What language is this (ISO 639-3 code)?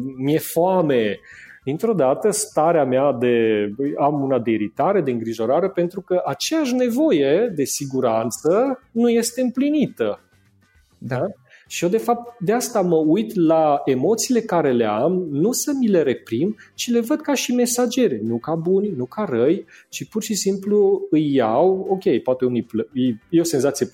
ron